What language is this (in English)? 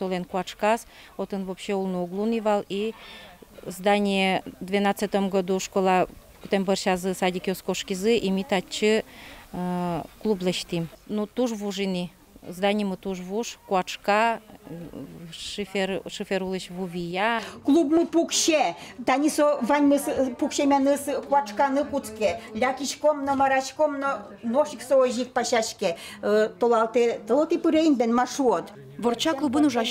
Udmurt